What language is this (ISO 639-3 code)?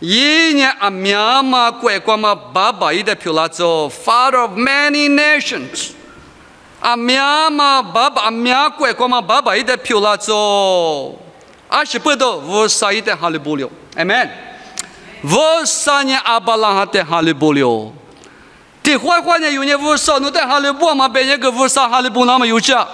lis